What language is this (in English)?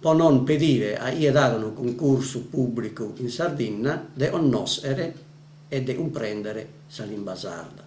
Sardinian